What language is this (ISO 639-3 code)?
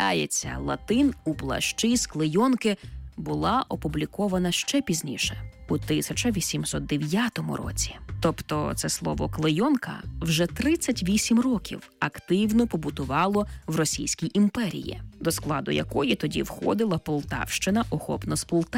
ukr